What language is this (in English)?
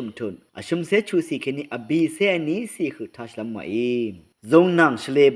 Rawang